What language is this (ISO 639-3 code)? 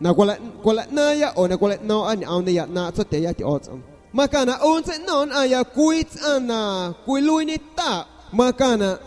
azg